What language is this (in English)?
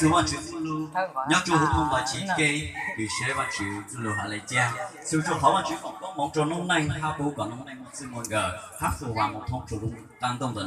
Hmong